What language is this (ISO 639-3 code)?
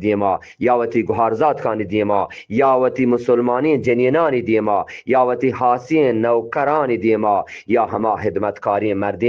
bgp